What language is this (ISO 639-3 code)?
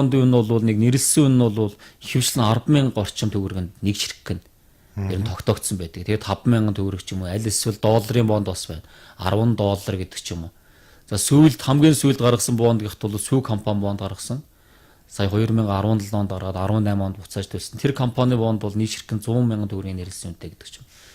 mon